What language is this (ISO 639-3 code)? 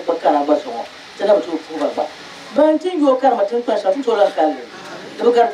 dag